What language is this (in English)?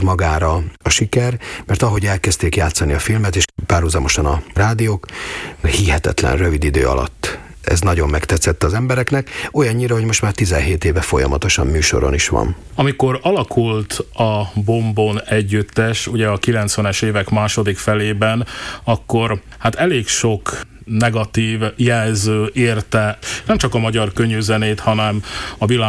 Hungarian